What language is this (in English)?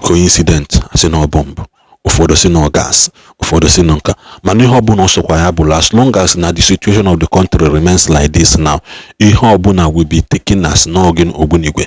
Igbo